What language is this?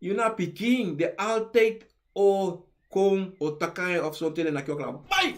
Sranan Tongo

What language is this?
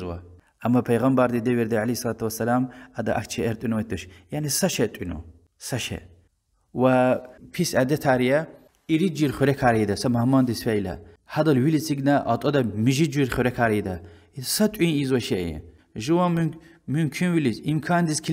Lezghian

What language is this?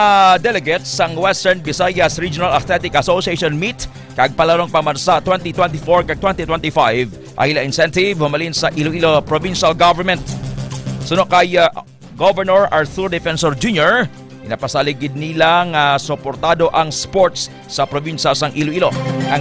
Hiligaynon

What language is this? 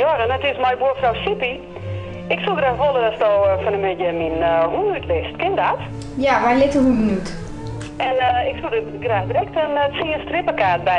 Western Frisian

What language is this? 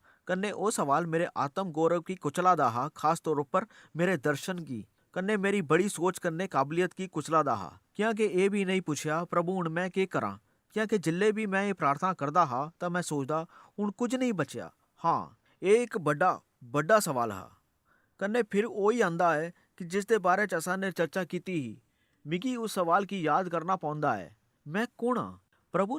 Dogri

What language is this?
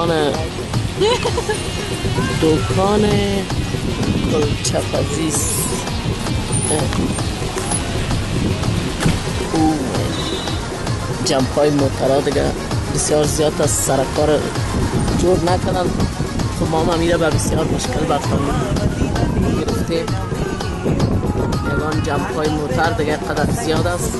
Persian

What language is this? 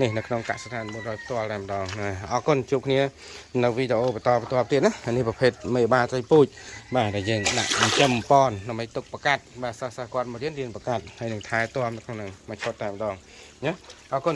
Khmer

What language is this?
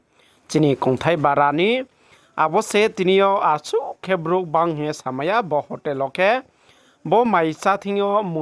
Riang (India)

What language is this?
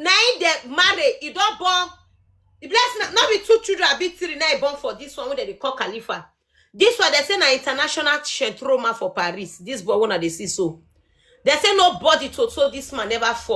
Nigerian Pidgin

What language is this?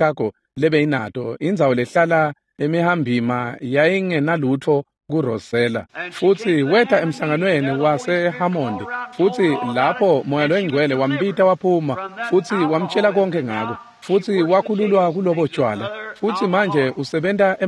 Swati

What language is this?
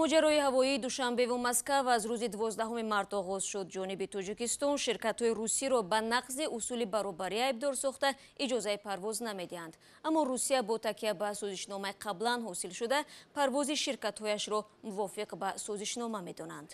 Tajik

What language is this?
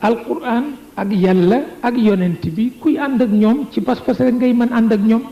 Wolof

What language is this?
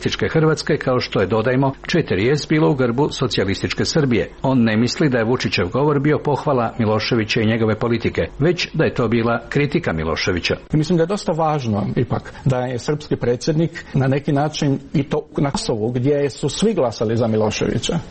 Serbian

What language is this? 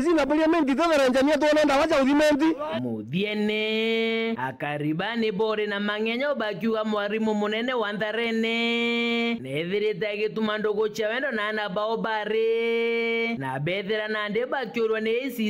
Meru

